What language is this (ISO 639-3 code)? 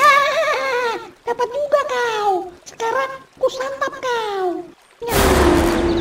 bew